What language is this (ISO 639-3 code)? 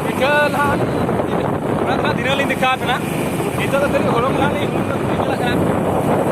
sat